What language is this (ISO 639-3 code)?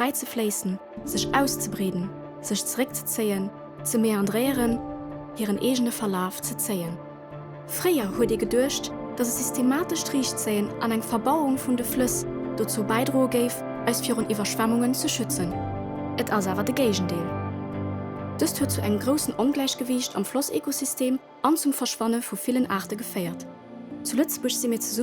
ltz